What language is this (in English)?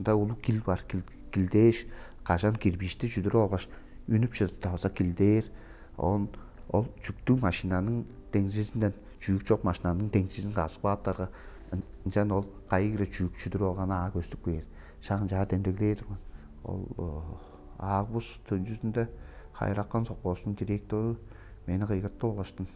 Tuvinian